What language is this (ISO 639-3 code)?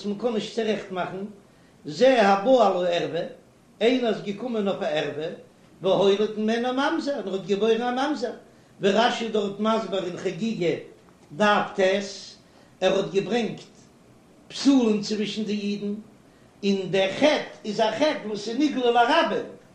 yid